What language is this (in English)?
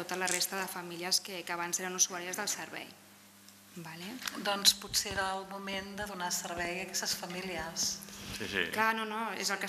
Catalan